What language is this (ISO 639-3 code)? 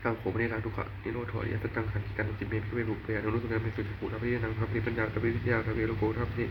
pli